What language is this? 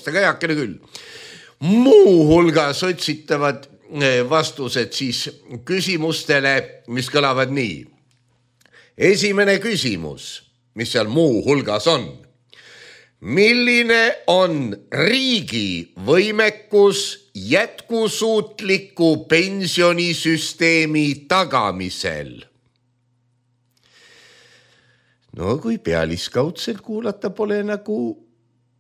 Estonian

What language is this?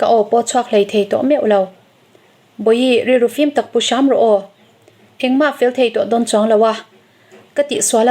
Mizo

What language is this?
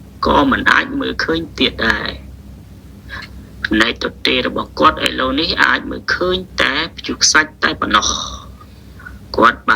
Khmer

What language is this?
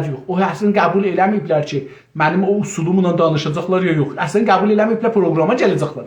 South Azerbaijani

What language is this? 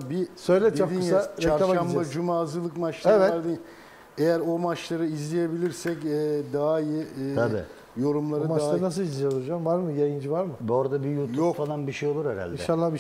Turkish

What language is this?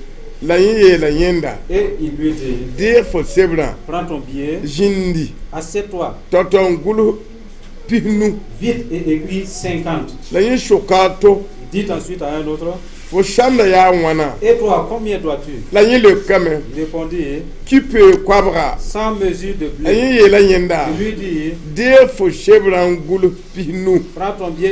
Mossi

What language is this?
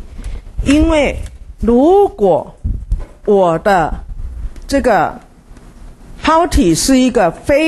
Chinese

